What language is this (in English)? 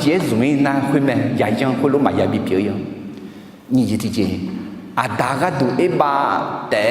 Akha